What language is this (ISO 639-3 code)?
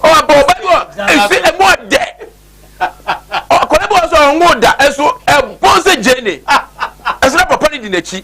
aka